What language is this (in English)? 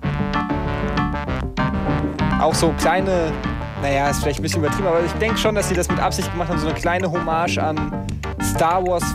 German